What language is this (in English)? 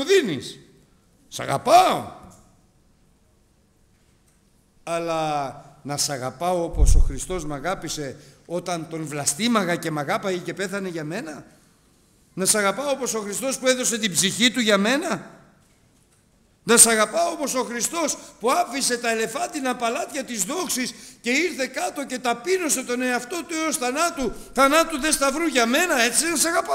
Greek